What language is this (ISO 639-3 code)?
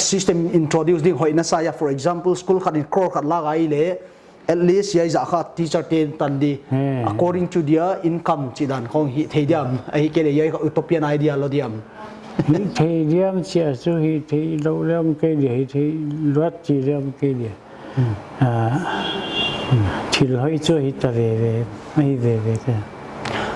pck